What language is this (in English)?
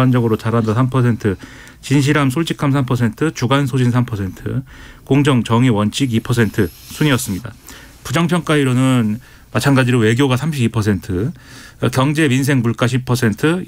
Korean